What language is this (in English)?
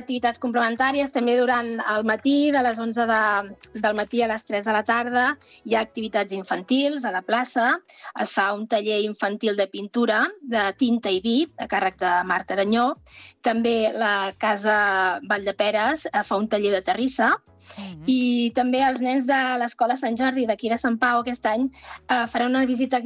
Catalan